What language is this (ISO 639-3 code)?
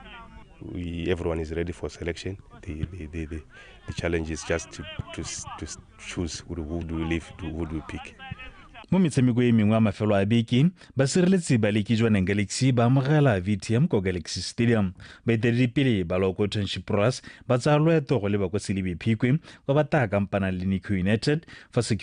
tsn